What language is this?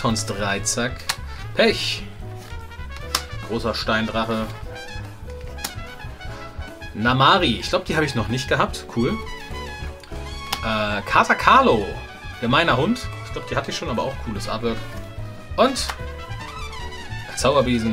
German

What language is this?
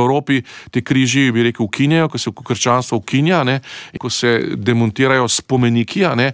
Slovenian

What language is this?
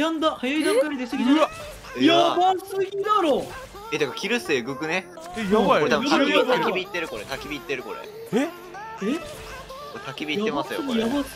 Japanese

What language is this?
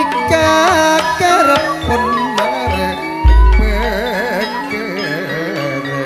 Madurese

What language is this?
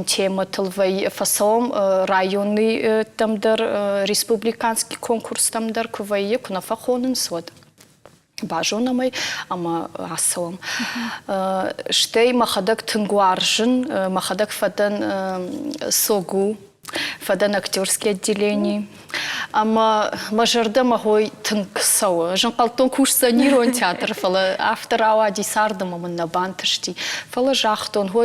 Ossetic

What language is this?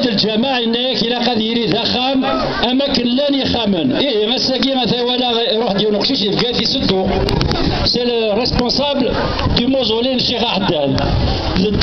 Kabyle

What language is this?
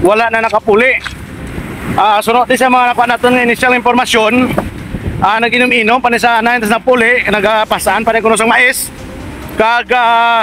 Hiligaynon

